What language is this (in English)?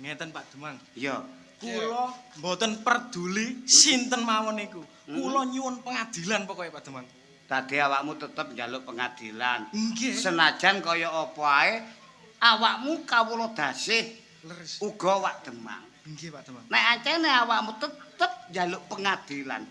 Javanese